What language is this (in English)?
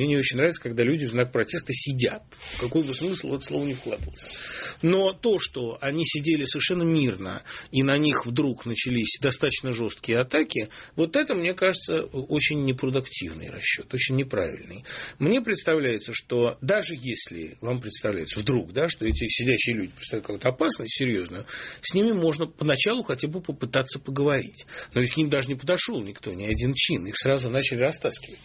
Russian